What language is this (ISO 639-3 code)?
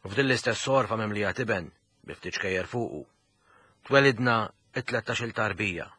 mlt